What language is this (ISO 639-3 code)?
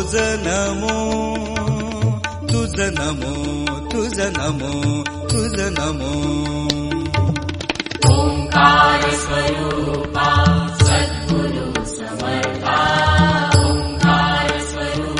mar